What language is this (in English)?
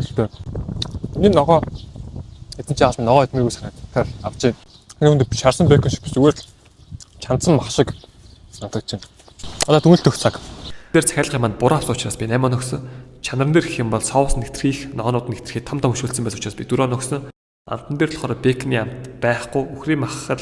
Mongolian